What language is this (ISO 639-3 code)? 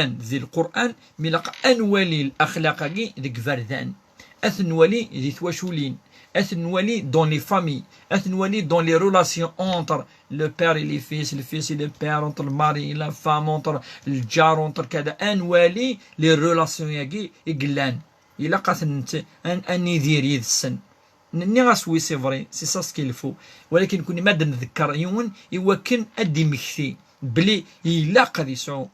kab